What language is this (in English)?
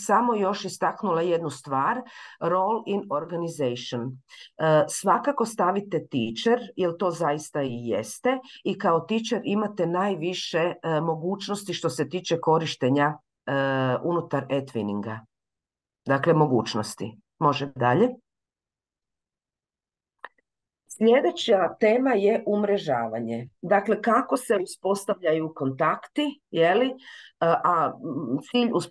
Croatian